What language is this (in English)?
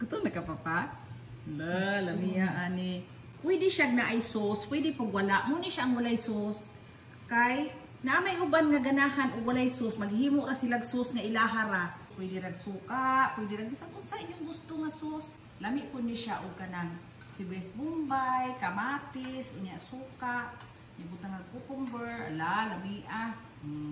Cebuano